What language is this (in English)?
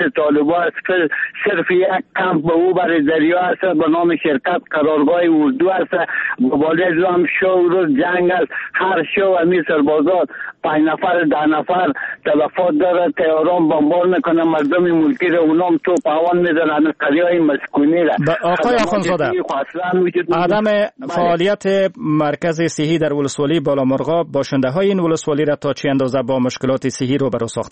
Persian